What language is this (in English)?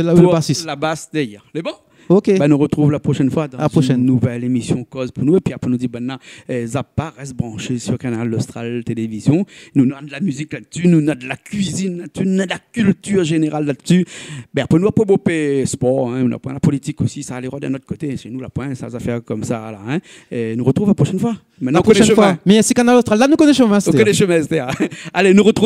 Réunion Creole French